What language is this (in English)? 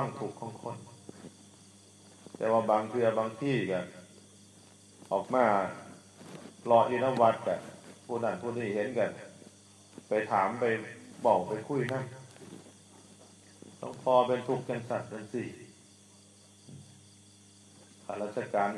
Northeastern Thai